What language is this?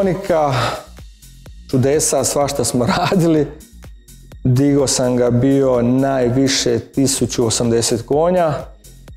Croatian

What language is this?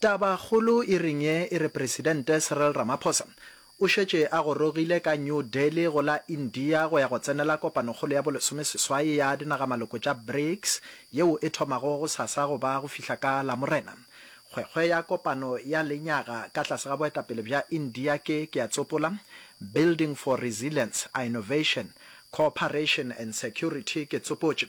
Northern Sotho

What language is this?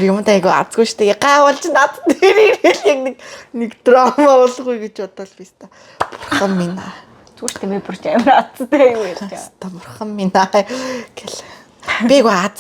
Mongolian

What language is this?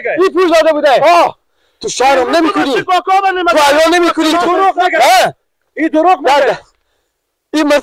Persian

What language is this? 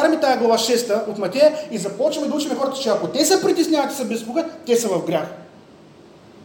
Bulgarian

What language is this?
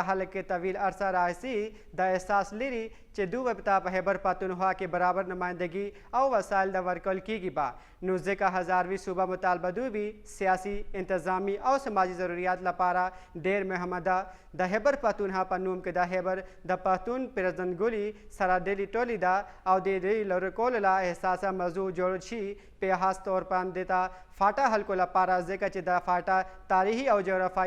Pashto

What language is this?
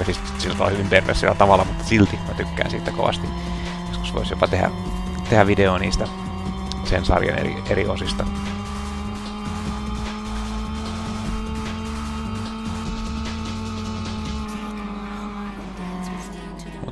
Finnish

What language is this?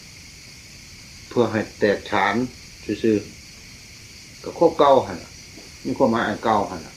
Northeastern Thai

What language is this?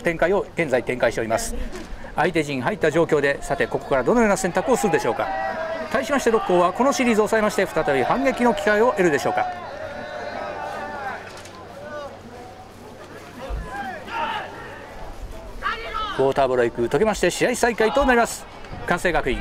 Japanese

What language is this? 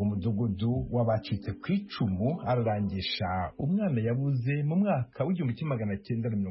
Kinyarwanda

